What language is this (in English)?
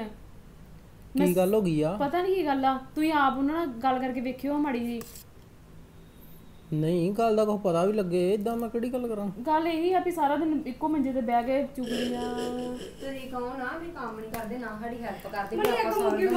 Punjabi